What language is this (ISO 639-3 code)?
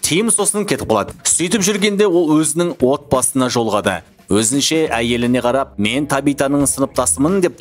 kaz